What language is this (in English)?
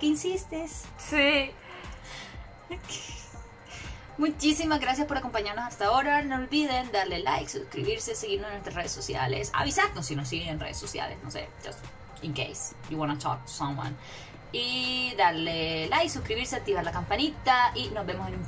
Spanish